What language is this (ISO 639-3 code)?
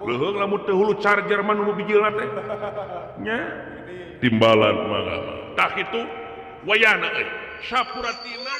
sun